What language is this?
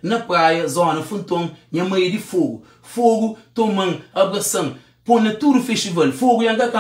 Kabuverdianu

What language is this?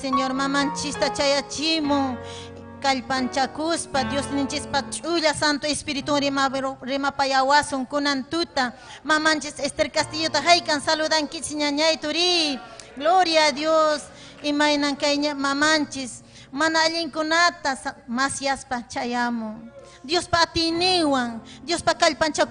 Ayacucho Quechua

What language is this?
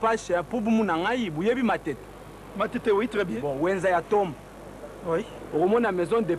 Lingala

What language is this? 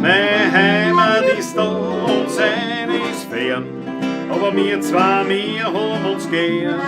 Bavarian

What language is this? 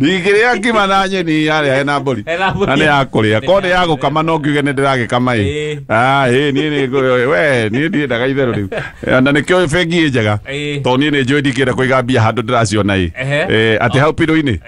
Kikuyu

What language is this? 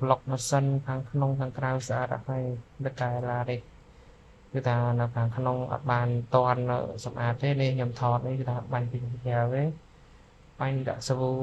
Khmer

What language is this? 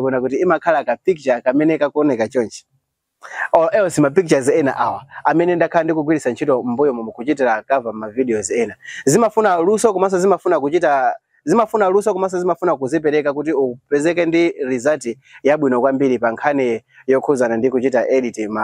Nyanja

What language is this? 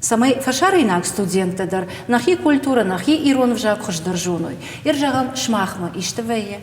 Ossetic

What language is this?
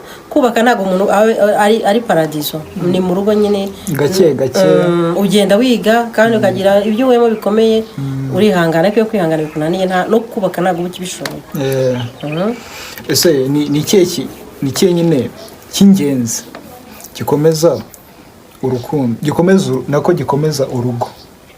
Kinyarwanda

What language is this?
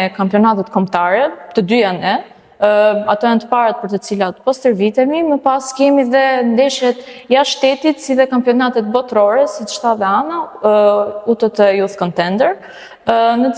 Albanian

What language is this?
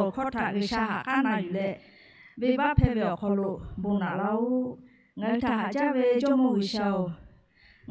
Lahu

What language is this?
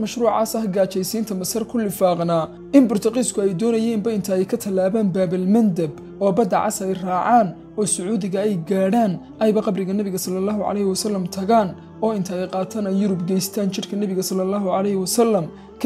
Somali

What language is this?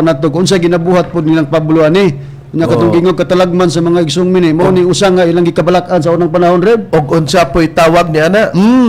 Cebuano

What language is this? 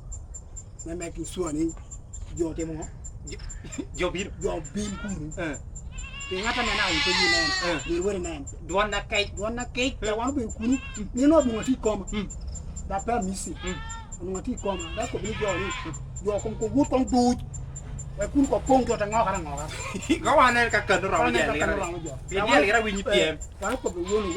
Lango (Uganda)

